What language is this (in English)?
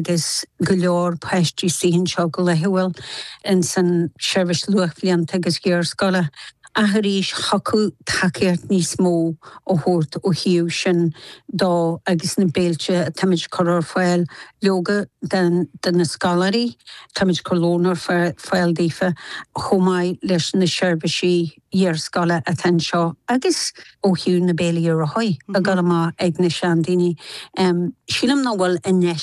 Irish